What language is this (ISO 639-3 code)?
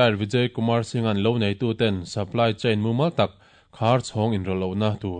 lus